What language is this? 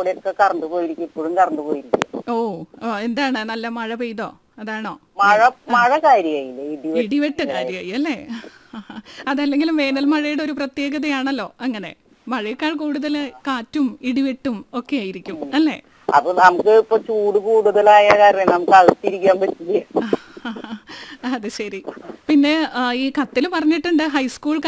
Malayalam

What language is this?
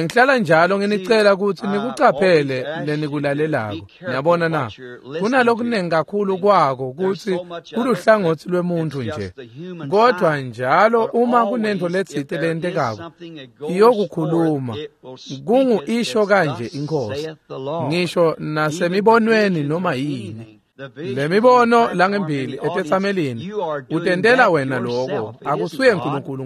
Swati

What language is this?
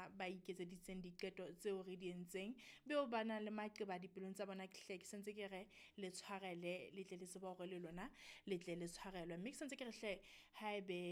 Southern Sotho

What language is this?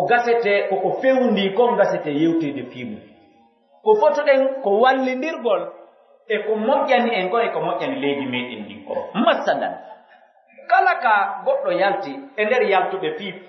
Pular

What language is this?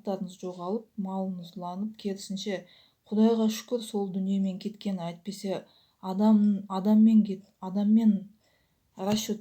Kazakh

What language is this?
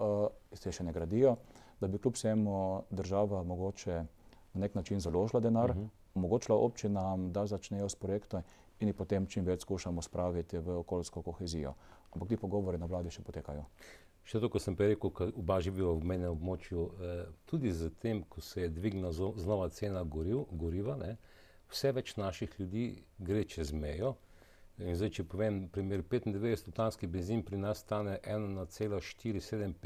Slovenian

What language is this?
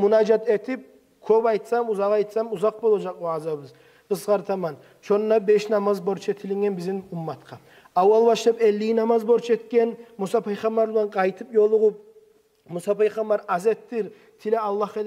Kumyk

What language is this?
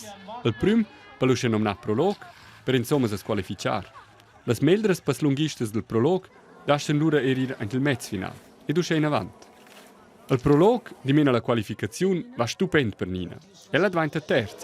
Romansh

